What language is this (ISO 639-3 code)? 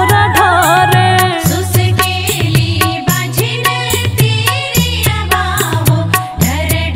bho